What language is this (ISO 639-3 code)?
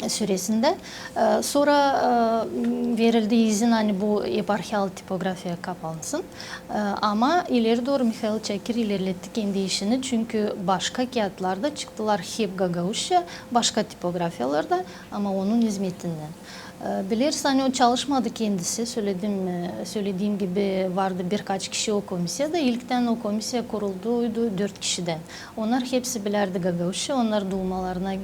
gag